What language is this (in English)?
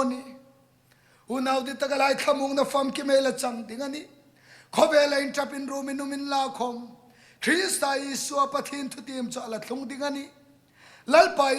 Hmar